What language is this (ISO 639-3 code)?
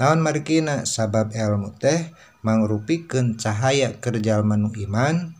sun